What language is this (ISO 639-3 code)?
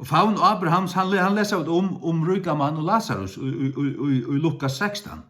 fao